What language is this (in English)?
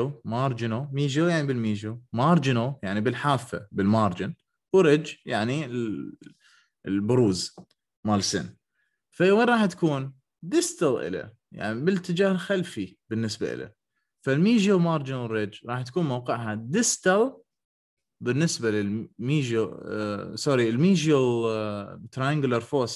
Mesopotamian Arabic